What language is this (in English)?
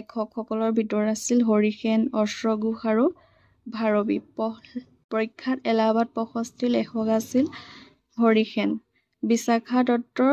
Assamese